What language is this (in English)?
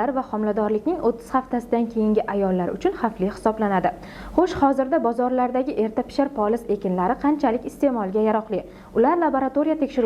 Uzbek